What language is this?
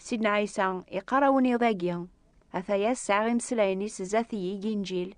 Kabyle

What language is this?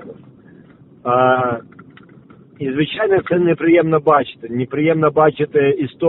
Ukrainian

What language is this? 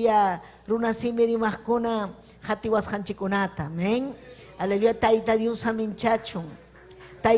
Ayacucho Quechua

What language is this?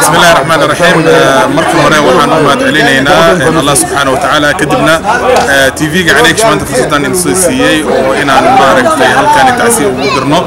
Somali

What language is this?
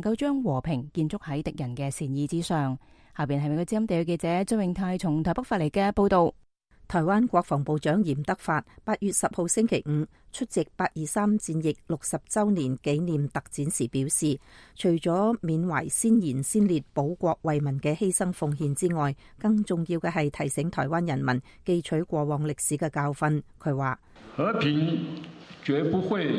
Cantonese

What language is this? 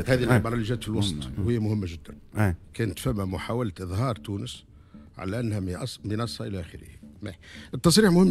Tunisian Arabic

